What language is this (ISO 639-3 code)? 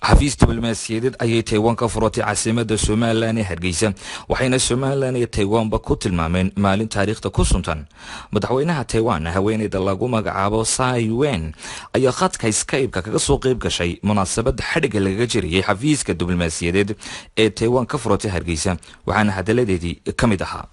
som